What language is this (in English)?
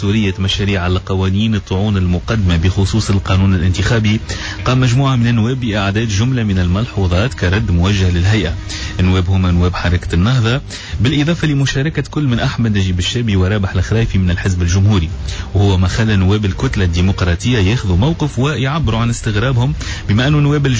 Tunisian Arabic